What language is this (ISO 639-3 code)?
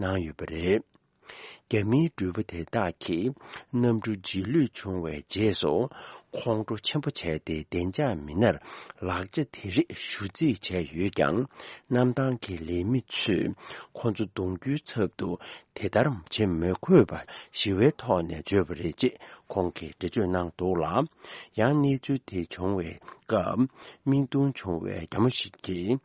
bod